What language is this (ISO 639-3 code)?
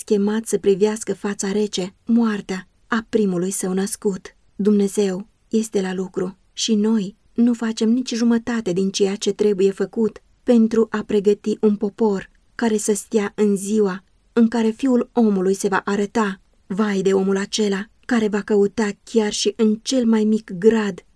ron